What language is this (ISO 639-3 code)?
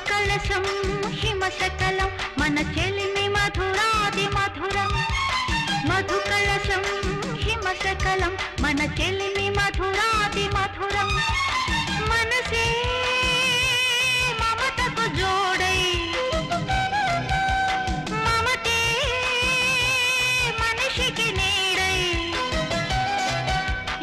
tel